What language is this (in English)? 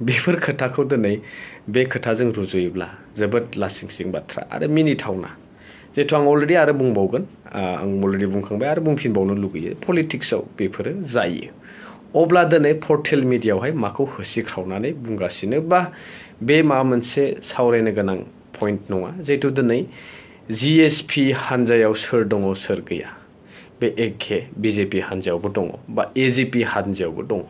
Bodo